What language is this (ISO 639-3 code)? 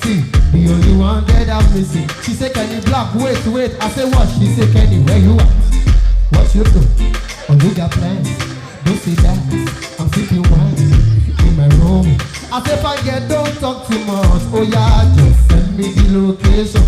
pcm